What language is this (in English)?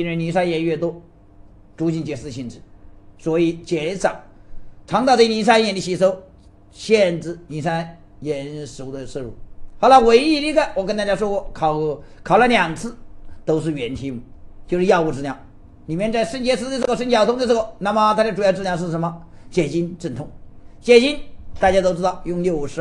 Chinese